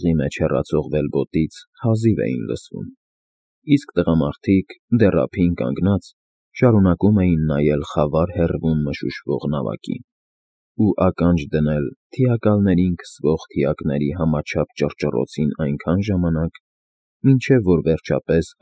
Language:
Armenian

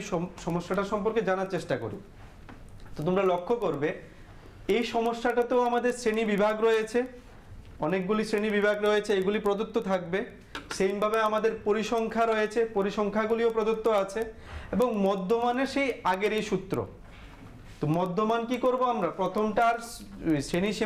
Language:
Bangla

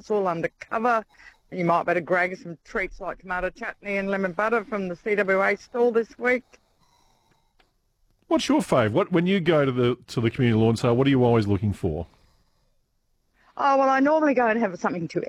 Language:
English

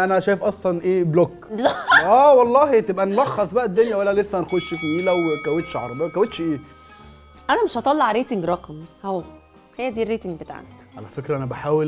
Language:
Egyptian Arabic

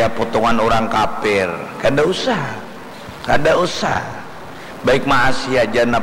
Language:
Banjar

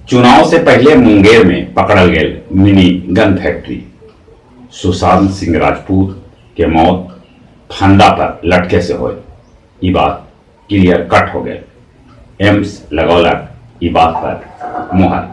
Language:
Magahi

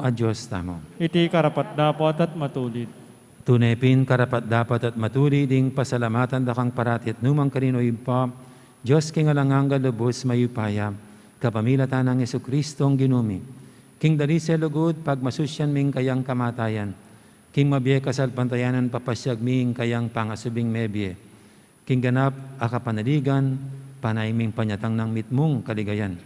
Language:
Pampanga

